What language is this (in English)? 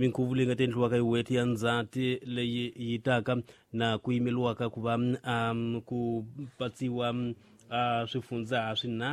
Tsonga